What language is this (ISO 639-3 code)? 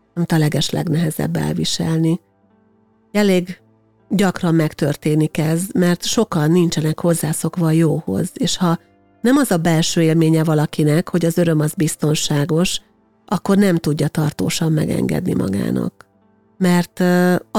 hun